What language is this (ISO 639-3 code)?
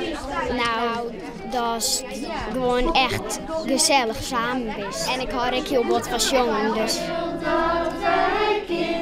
fry